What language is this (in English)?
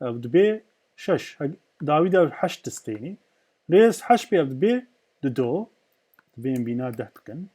Kurdish